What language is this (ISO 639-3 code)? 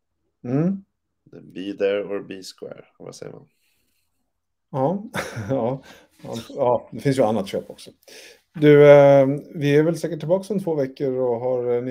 swe